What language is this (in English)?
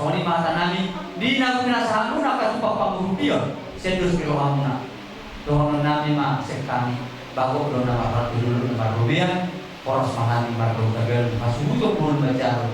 Batak Toba